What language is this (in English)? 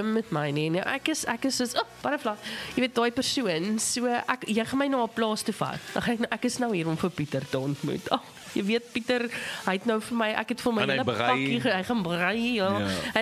Afrikaans